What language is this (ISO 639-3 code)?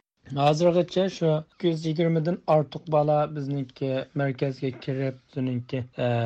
uig